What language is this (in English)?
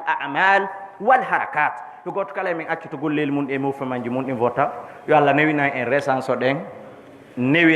Fula